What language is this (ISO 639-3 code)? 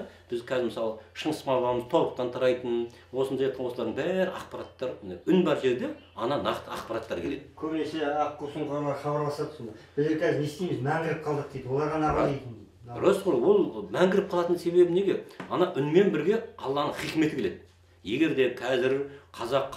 kaz